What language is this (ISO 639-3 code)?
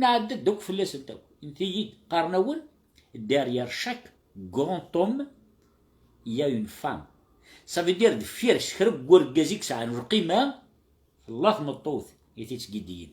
kab